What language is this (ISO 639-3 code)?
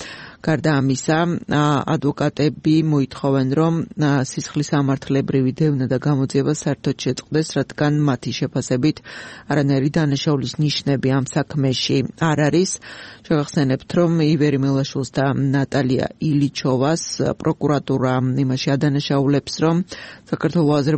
kat